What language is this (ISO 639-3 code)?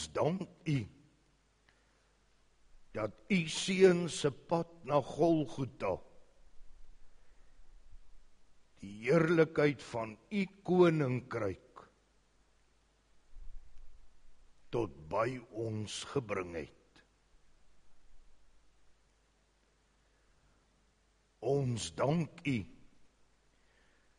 afr